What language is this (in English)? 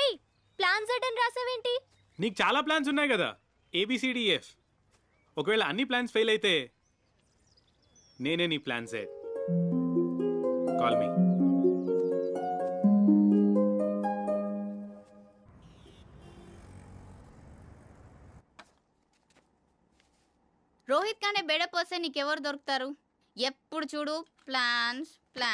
Telugu